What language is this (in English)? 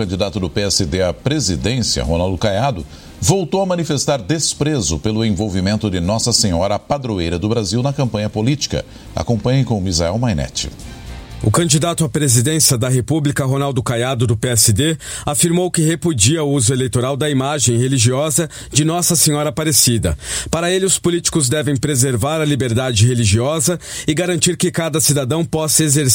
Portuguese